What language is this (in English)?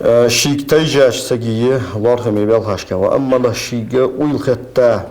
Ingush